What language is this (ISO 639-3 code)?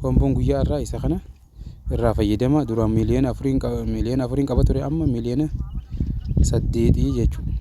orm